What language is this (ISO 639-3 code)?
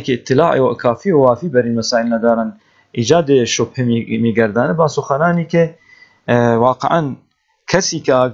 fas